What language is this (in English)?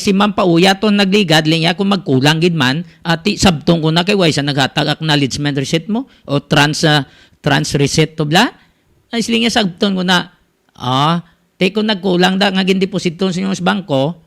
Hiligaynon